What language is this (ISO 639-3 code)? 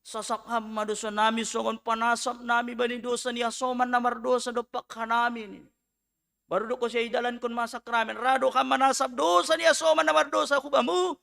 bts